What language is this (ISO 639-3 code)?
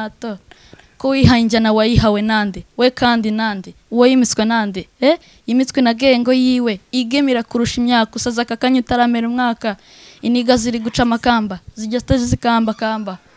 kin